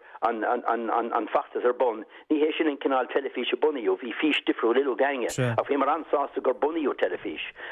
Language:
Irish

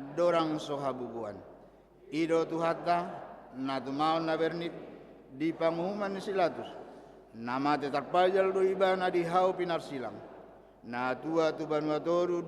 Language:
Batak Toba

